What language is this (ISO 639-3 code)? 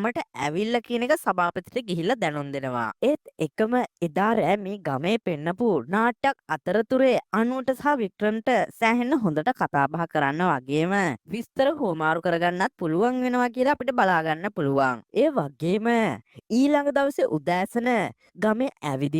sin